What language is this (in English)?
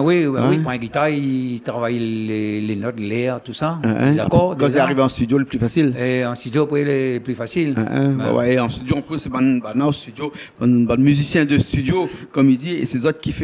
Réunion Creole French